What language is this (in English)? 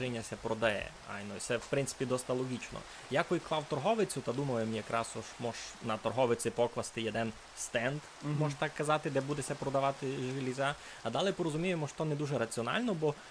Rusyn